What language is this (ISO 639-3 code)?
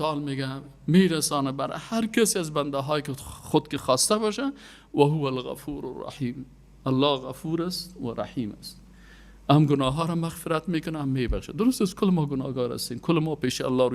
fas